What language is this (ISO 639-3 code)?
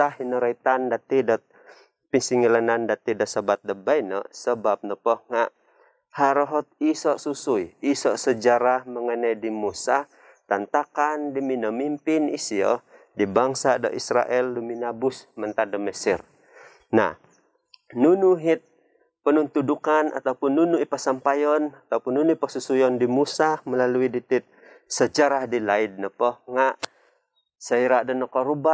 dtp